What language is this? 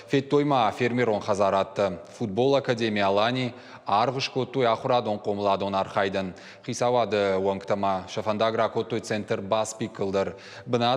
Ossetic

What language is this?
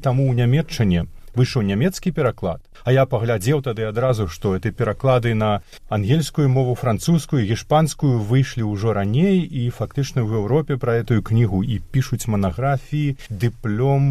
Belarusian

